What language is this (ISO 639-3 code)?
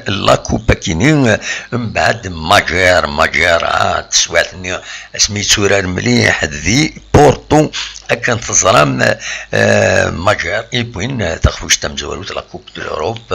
kab